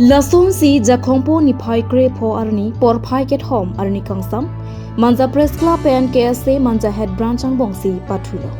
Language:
Karbi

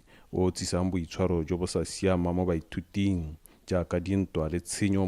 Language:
Tswana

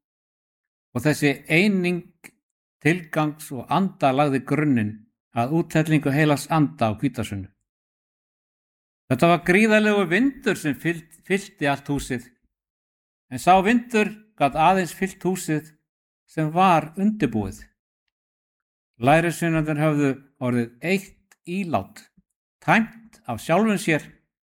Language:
Icelandic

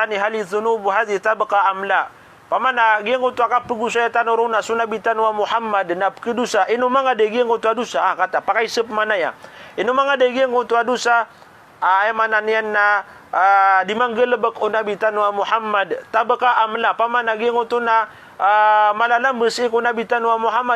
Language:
Maranao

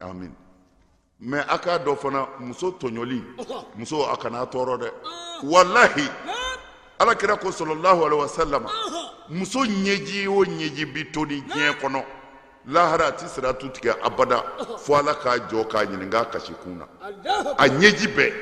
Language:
Bambara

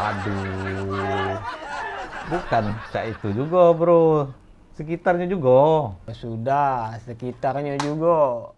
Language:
Musi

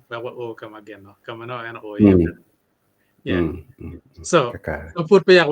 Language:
Acoli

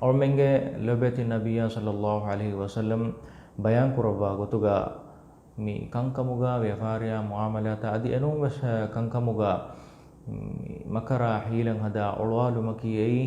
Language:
Divehi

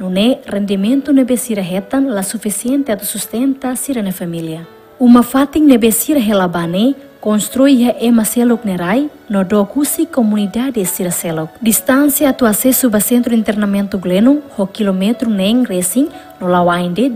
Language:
Tetum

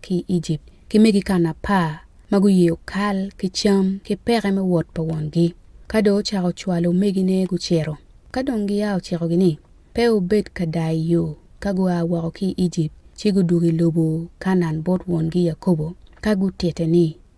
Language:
Acoli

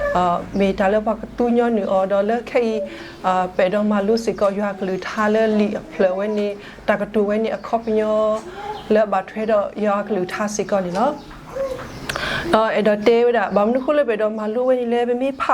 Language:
S'gaw Karen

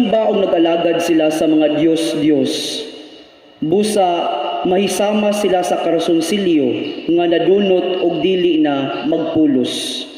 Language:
Cebuano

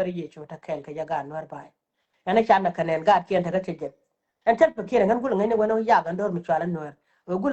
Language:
Nuer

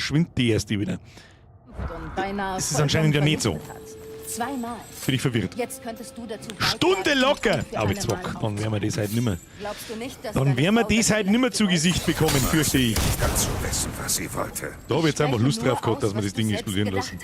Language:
Bavarian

